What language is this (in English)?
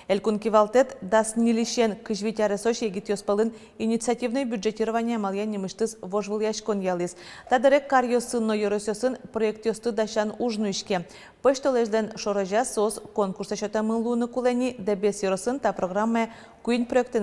Udmurt